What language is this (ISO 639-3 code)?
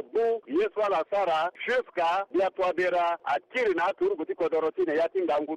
sag